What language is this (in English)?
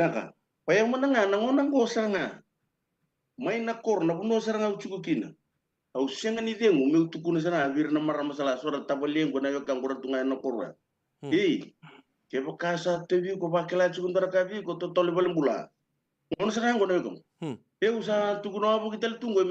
Fijian